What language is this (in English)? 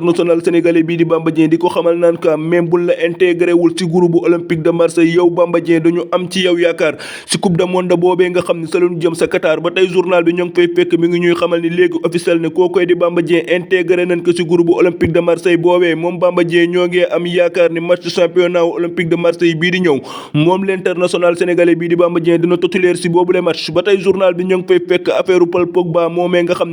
Wolof